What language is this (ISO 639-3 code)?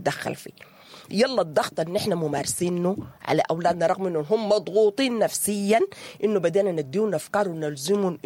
apd